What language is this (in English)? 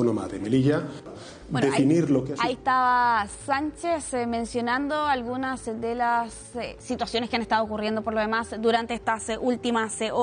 Spanish